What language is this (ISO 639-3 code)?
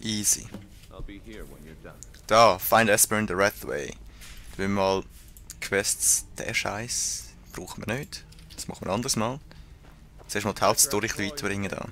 gsw